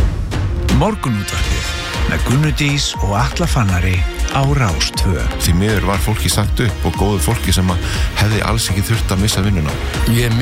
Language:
Icelandic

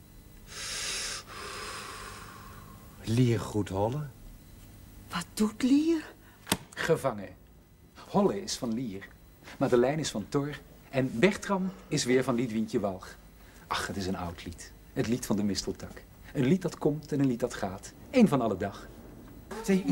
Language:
Dutch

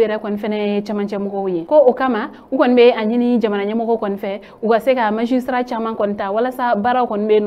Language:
Bambara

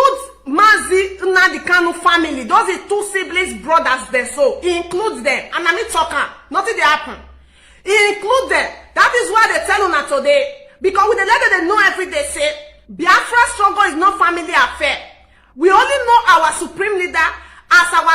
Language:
Nigerian Pidgin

